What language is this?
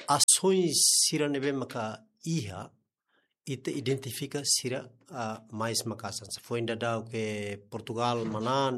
Tetum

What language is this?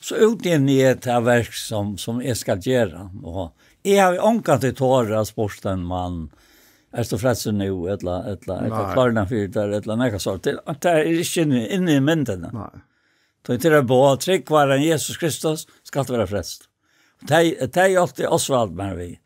Faroese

